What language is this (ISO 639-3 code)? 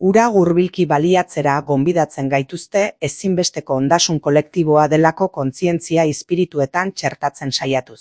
eus